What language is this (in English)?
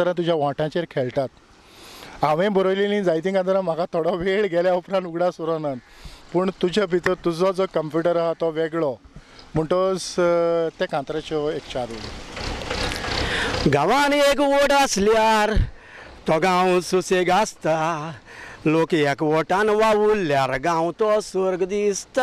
Konkani